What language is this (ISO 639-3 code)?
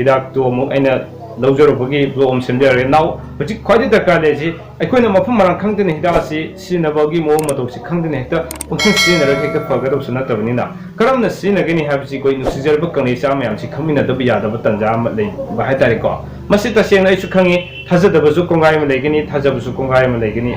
mni